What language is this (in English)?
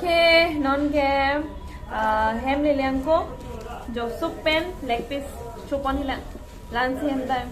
Karbi